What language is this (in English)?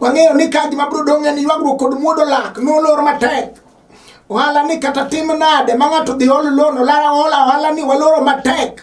Luo (Kenya and Tanzania)